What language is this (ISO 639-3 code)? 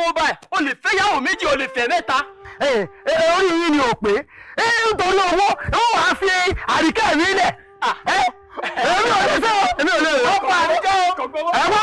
yor